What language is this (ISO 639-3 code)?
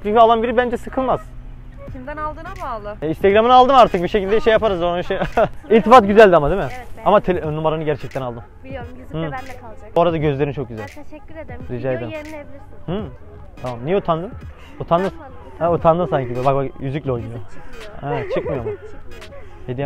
tur